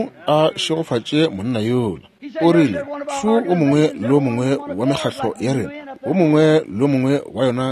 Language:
Northern Sotho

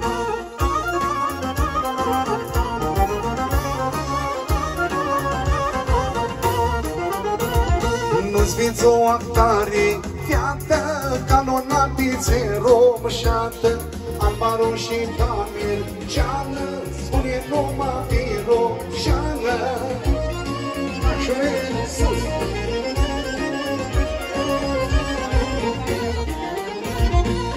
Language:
Romanian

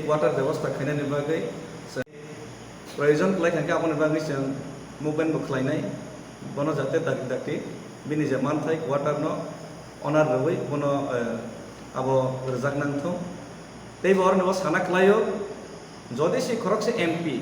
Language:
Kok Borok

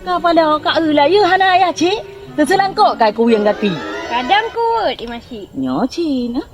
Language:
Achinese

